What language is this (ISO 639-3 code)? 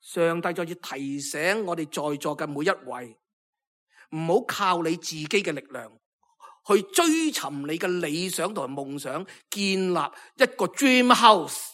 yue